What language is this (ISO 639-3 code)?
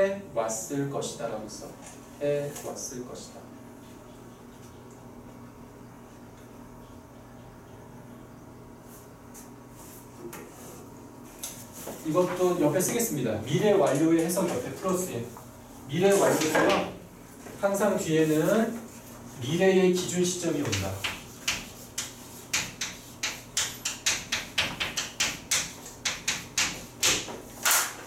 kor